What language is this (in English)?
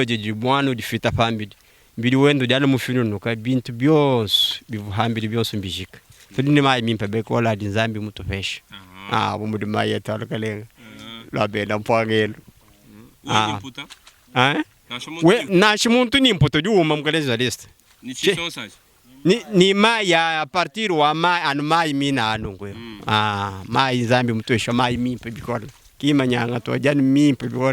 Luba-Lulua